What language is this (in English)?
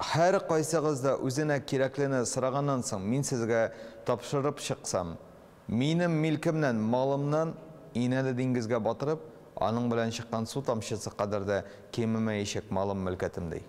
Tatar